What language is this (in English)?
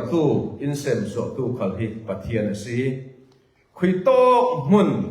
Falam Chin